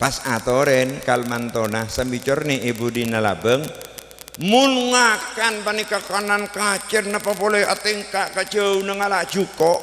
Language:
Madurese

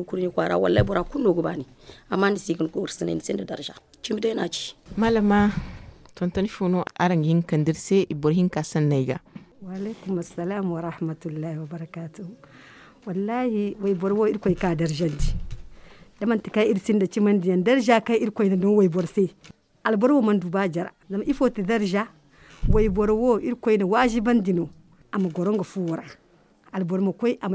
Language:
Zarma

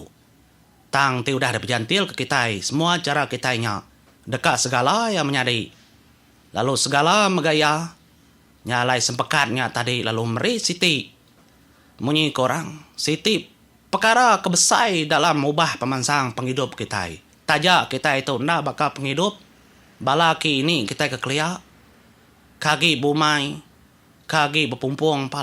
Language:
Iban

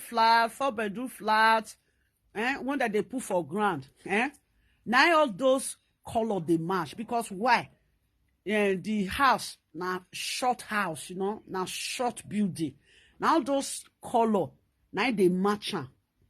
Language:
Nigerian Pidgin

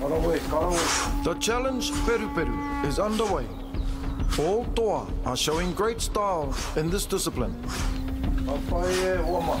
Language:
Māori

